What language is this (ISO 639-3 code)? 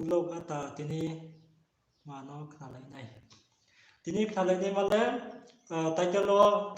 ria